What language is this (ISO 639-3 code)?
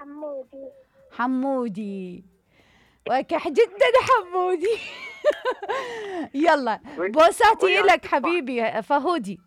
acm